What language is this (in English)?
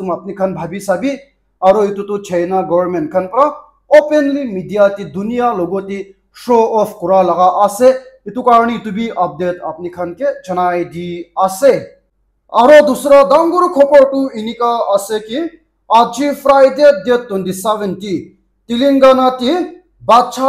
Naga Pidgin